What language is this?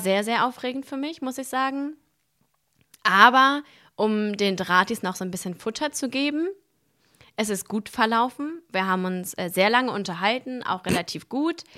German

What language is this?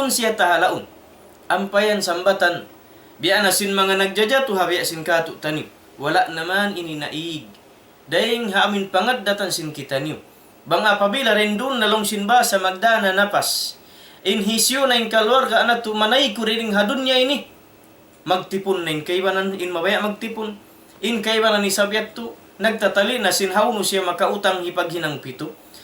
Tausug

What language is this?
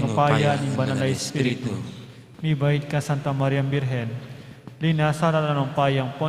Pampanga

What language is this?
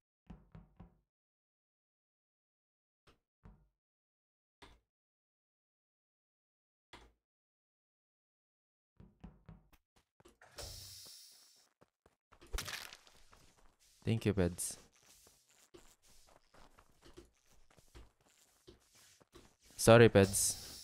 Filipino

